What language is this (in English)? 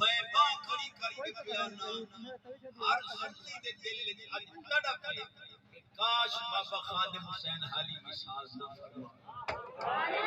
Saraiki